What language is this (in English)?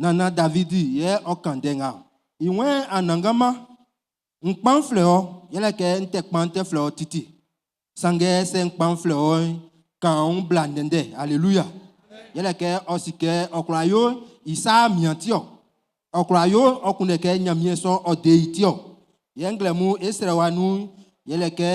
Baoulé